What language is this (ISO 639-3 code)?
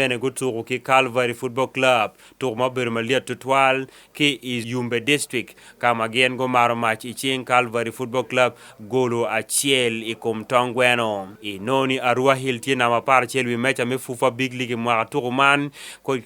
ach